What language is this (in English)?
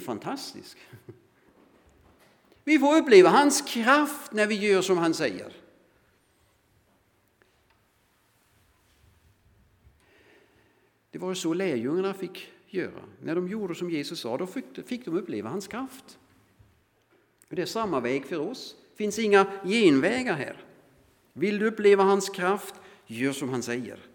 Swedish